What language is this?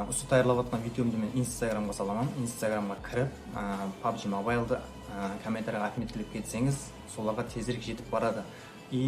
Kara-Kalpak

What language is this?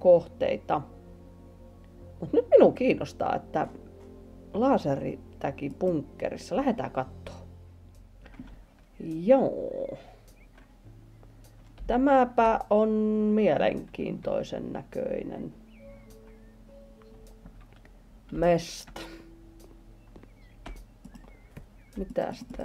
Finnish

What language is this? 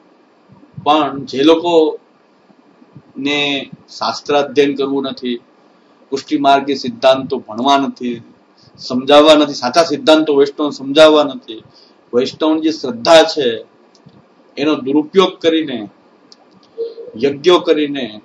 Gujarati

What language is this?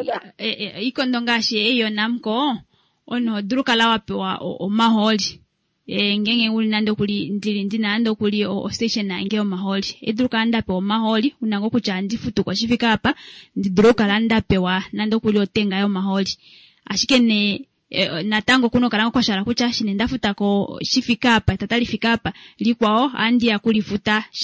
Kuanyama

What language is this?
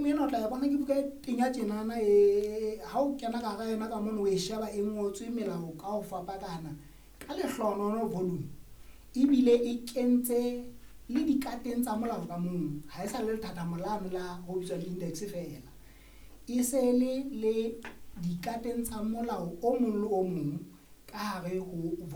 Southern Sotho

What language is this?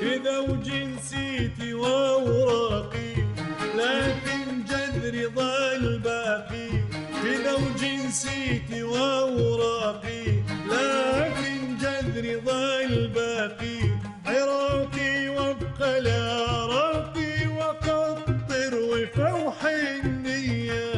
Mesopotamian Arabic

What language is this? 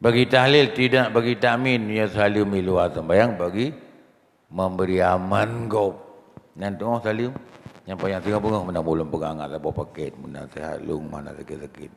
Achinese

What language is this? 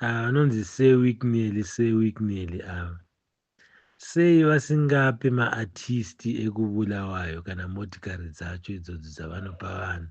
Shona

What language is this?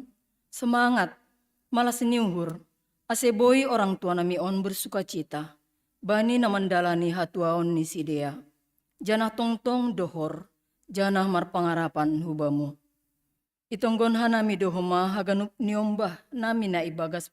Batak Simalungun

